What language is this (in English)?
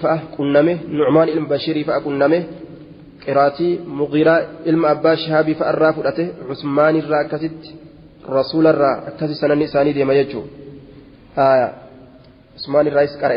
Oromo